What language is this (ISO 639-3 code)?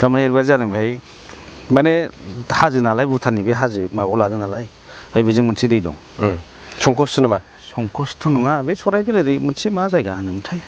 brx